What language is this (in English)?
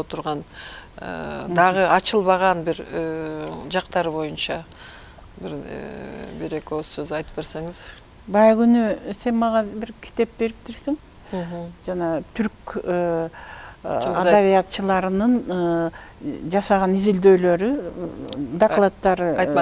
Kyrgyz